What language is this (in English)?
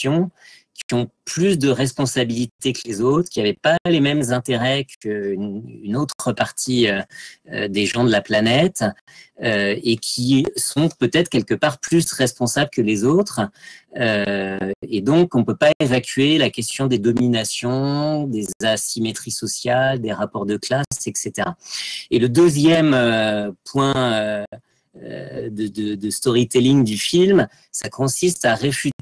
French